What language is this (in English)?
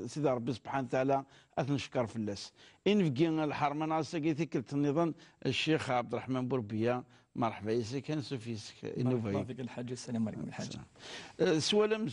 Kabyle